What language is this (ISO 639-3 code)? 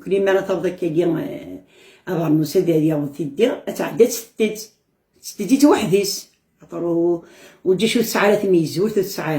kab